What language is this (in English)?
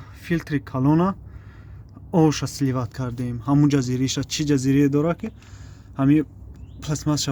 Tajik